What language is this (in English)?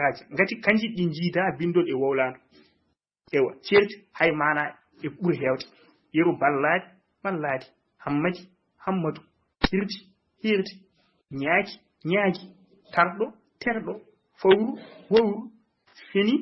Fula